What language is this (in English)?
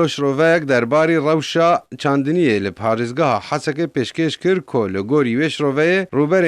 Kurdish